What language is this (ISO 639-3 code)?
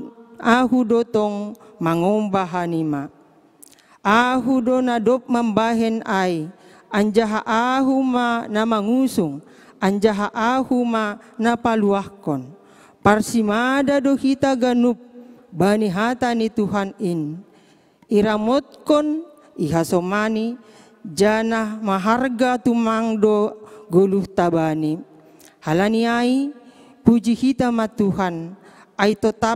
bts